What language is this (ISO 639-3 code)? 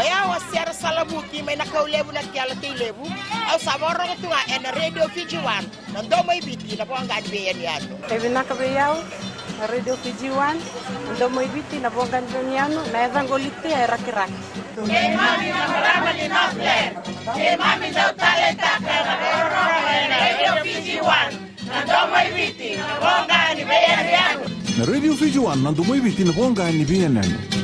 fij